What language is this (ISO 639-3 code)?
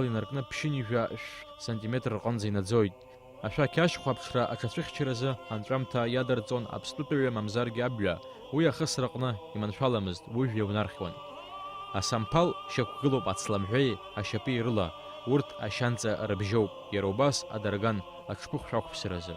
abk